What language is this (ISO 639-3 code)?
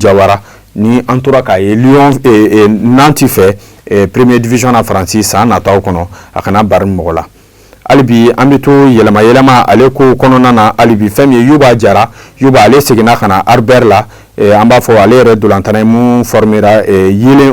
bam